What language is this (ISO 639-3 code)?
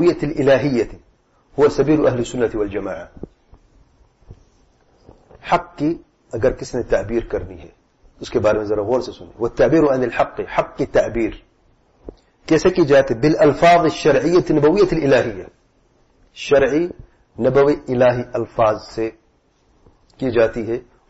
urd